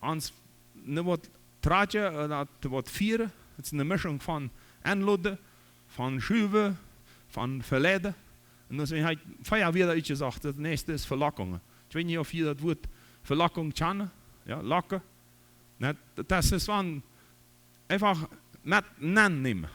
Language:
Plautdietsch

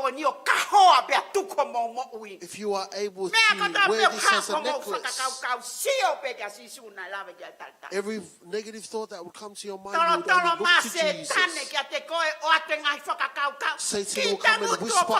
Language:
Tongan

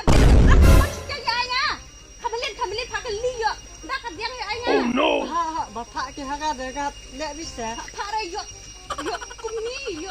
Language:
Khasi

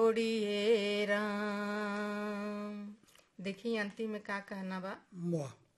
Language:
Bhojpuri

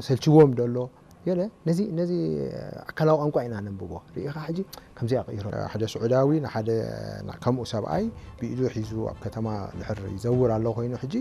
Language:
Tigrinya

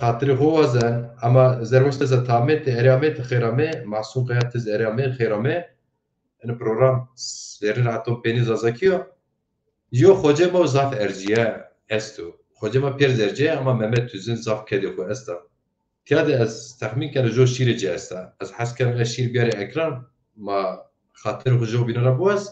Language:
Zaza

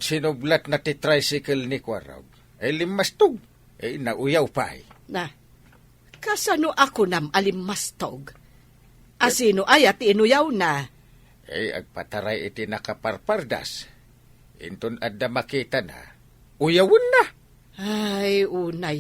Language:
Iloko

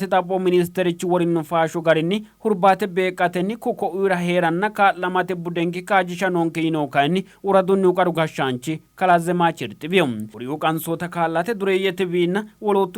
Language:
Sidamo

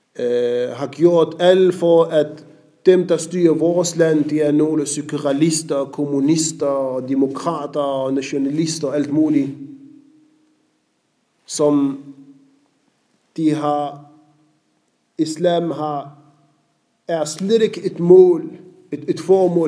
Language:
Danish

